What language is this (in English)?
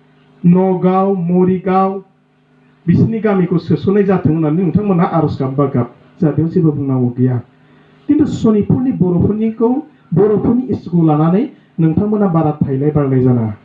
Bodo